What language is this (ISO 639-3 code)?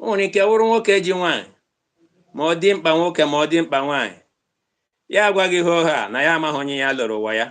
ibo